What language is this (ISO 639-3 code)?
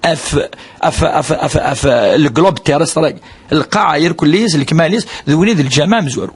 kab